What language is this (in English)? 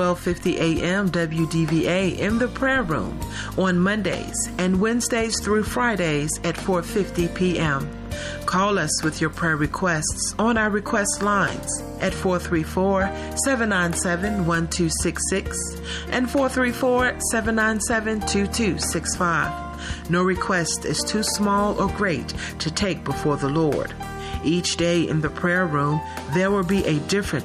English